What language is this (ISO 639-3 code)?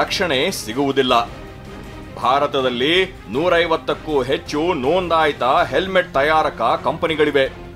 kan